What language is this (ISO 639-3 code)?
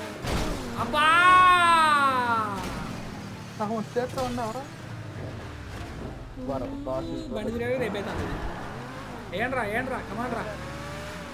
tel